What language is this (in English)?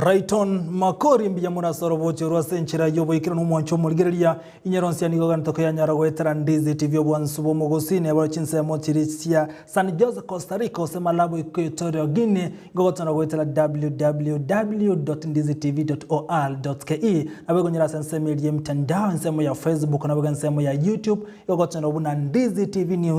Gusii